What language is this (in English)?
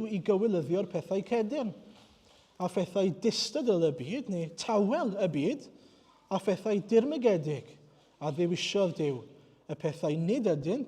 Welsh